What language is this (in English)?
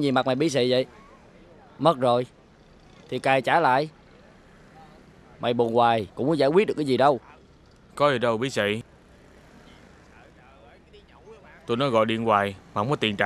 Vietnamese